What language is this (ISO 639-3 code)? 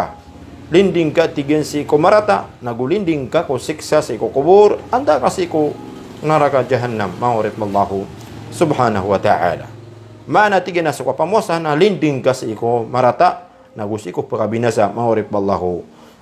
mrw